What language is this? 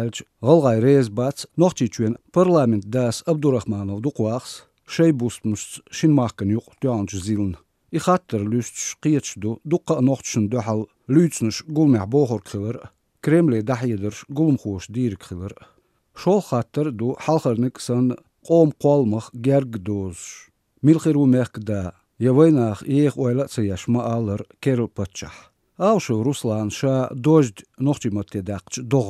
Chechen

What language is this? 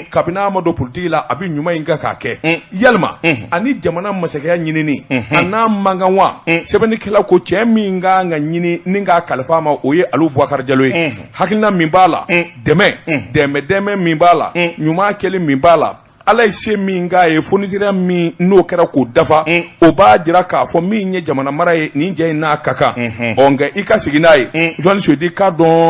Bambara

